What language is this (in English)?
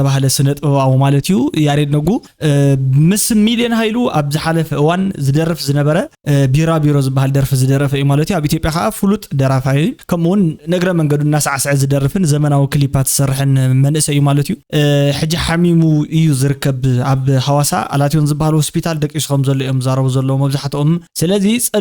Tigrinya